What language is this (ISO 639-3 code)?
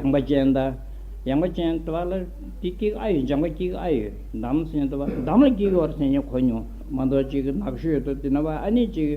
bod